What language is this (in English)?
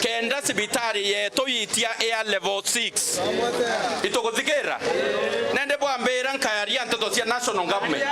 Meru